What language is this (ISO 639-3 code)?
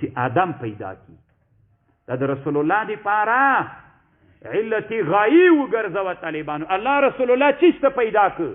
pus